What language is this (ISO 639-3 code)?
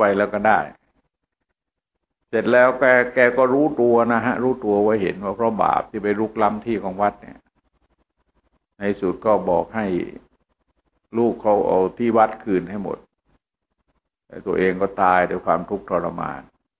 tha